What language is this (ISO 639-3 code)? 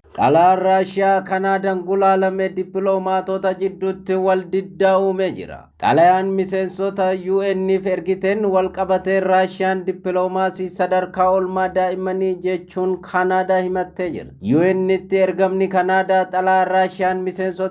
orm